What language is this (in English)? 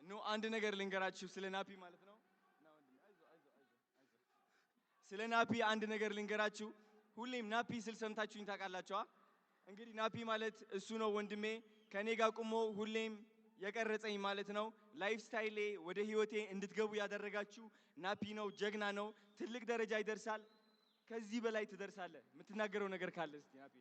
Amharic